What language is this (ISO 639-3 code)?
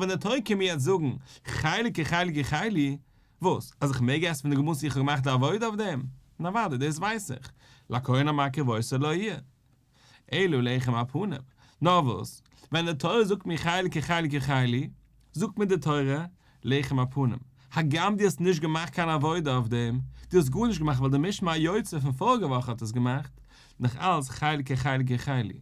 yid